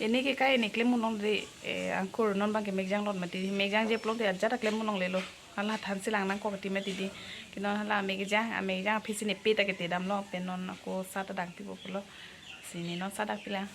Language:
Karbi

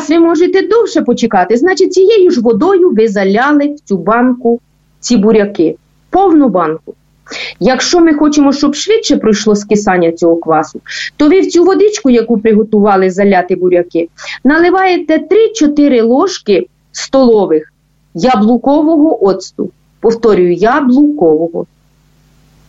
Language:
Ukrainian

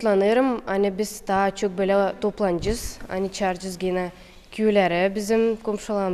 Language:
Gagauz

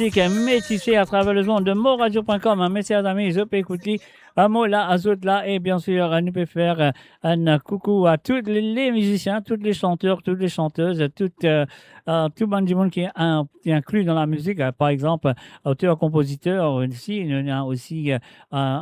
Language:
Morisyen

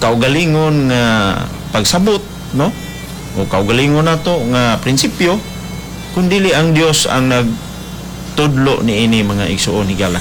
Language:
Cebuano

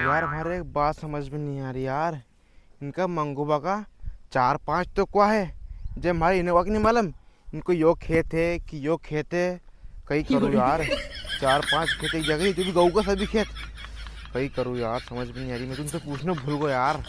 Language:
Rajasthani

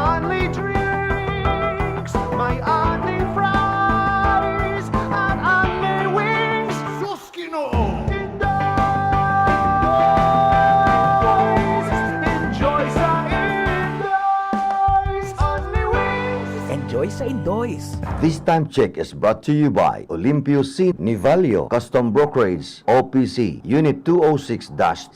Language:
Bikol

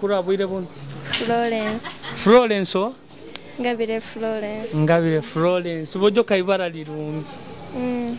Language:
Nyoro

